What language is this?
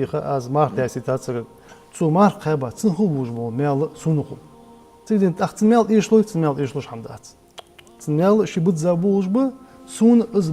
Ingush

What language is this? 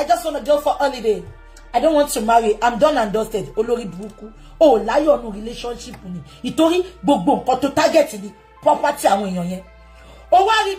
Yoruba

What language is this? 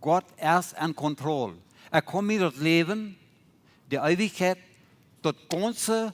Plautdietsch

